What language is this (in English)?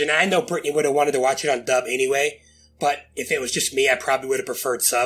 English